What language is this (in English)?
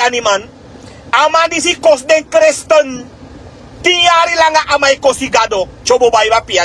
Sranan Tongo